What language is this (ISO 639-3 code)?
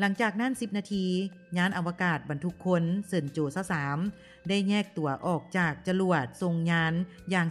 lao